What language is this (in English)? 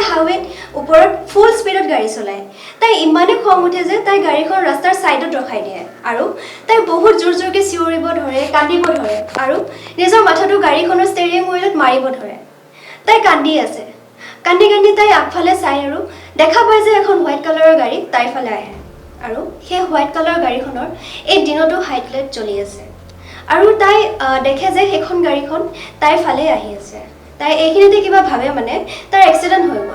Assamese